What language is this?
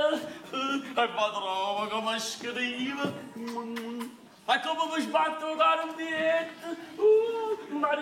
Neapolitan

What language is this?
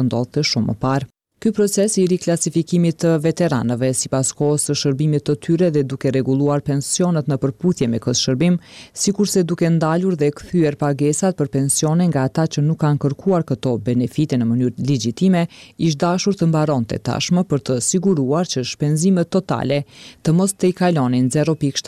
Albanian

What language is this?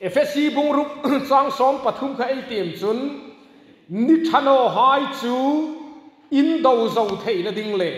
Hmar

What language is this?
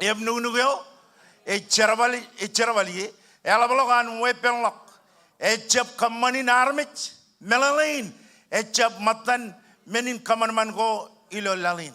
Marshallese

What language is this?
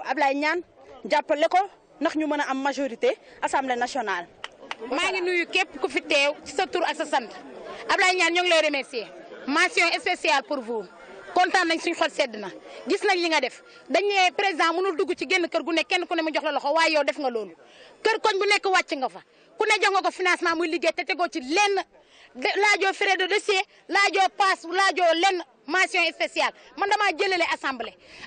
Wolof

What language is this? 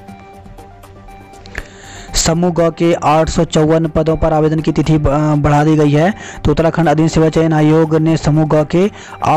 Hindi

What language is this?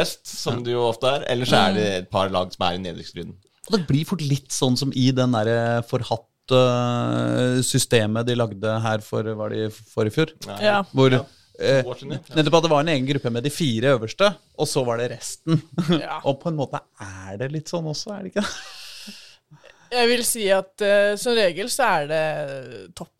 Norwegian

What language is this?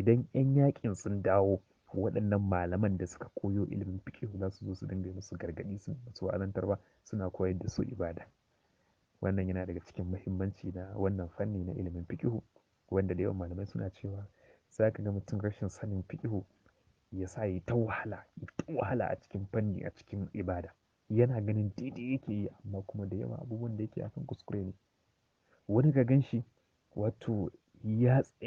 Hausa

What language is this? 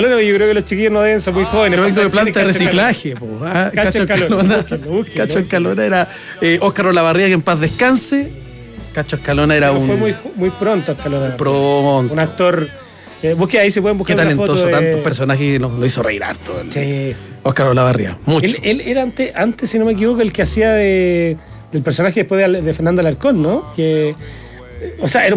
Spanish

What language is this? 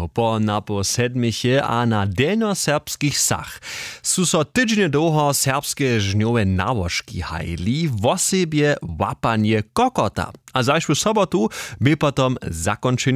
Upper Sorbian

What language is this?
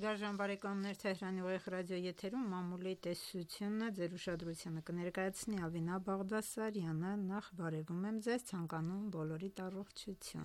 Armenian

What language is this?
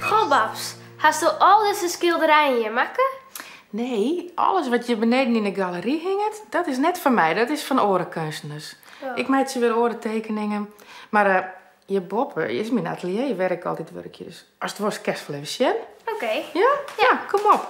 Western Frisian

